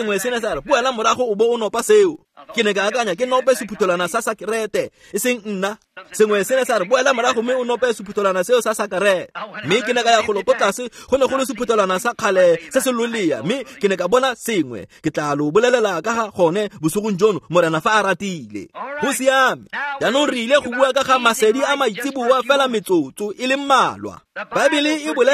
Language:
Tswana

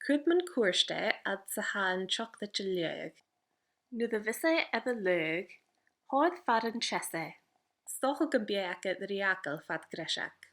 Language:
Scottish Gaelic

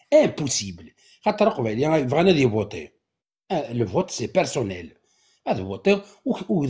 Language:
Kabyle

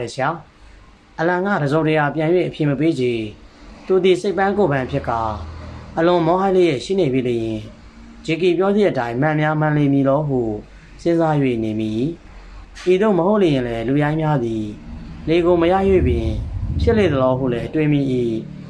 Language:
Burmese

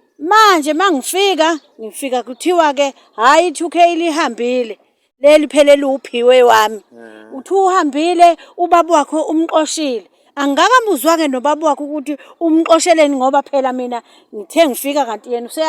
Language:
Zulu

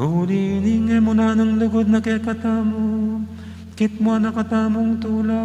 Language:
Pampanga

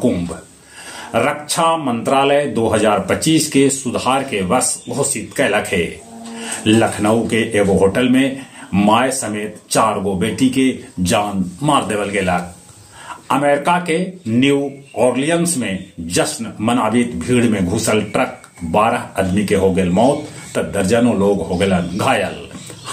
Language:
Magahi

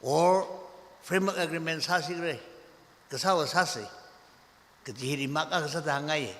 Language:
Tangkhul Naga (India)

